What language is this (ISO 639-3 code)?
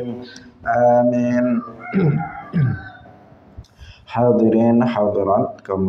ind